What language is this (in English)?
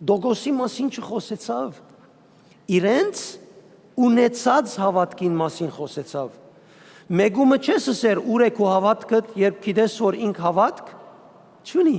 Western Armenian